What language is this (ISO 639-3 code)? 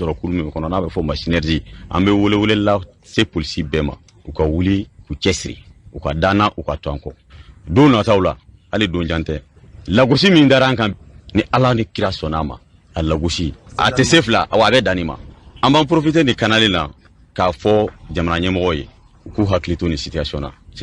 bam